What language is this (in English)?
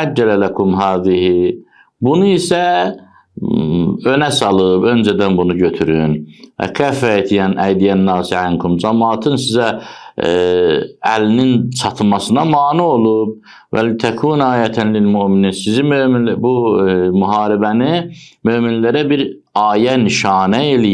Azerbaijani